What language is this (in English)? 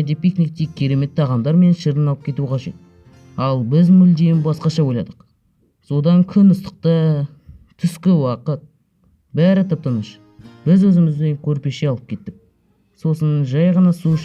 Kazakh